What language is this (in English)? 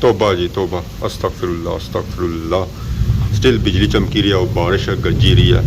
Pahari-Potwari